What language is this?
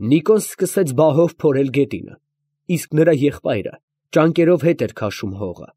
Armenian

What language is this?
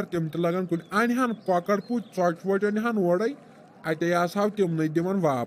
Kashmiri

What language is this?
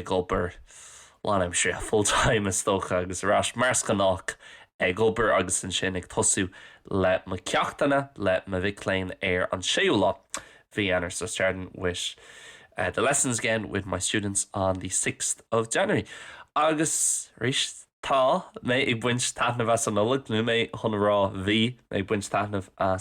Irish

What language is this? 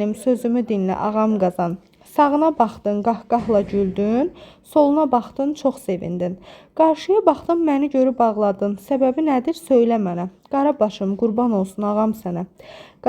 Azerbaijani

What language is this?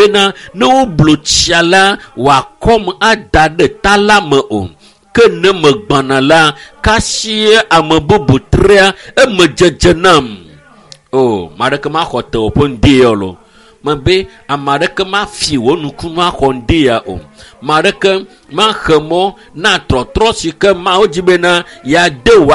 Ewe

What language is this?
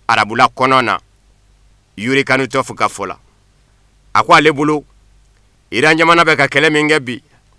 Bambara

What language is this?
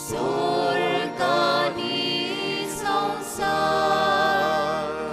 Konkani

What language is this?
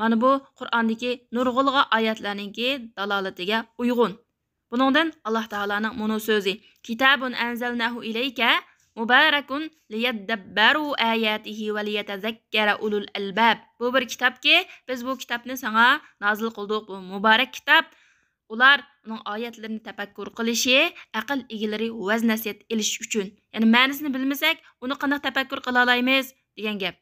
Uyghur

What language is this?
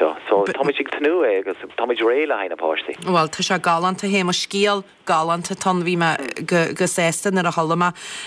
Irish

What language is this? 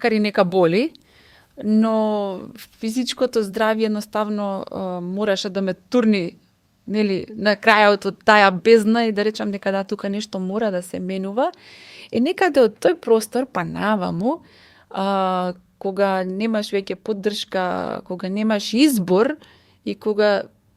Macedonian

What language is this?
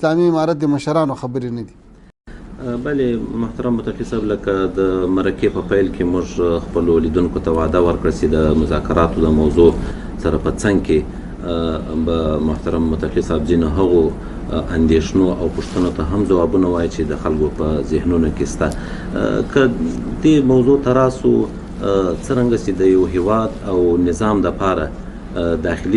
Pashto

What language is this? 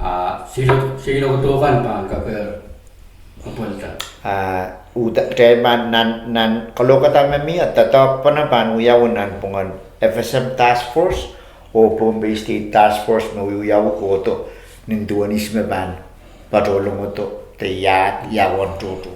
Pohnpeian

